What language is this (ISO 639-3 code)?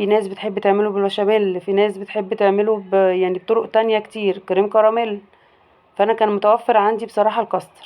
arz